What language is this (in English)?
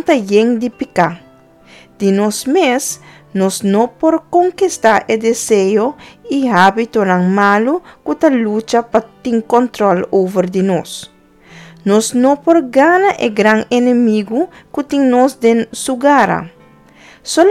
Papiamento